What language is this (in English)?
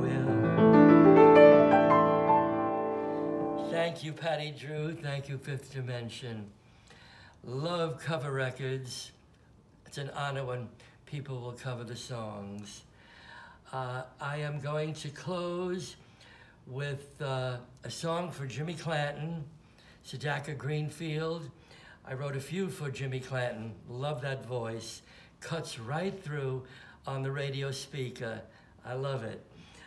English